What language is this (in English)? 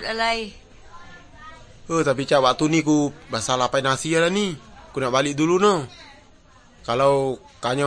Malay